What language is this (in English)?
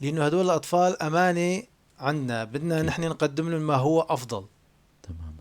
North Levantine Arabic